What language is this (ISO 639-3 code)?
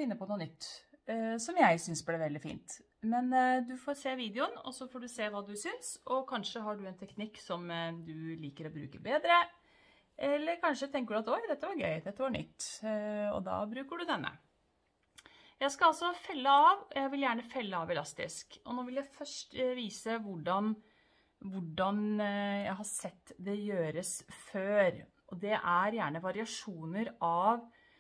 nor